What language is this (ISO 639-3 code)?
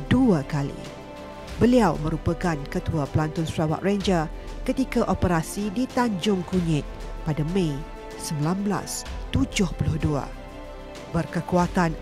msa